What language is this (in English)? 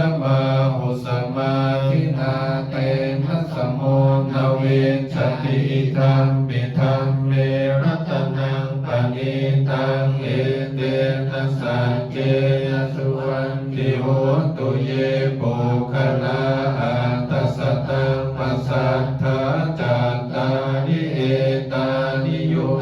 Pali